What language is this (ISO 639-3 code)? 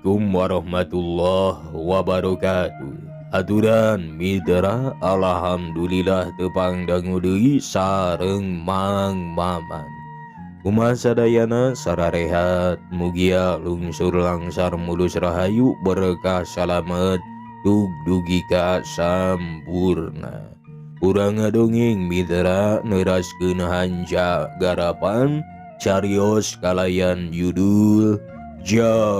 sun